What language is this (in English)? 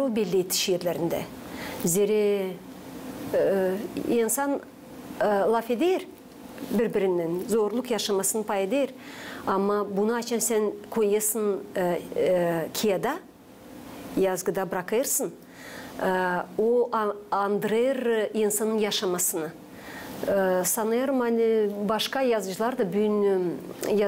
Gagauz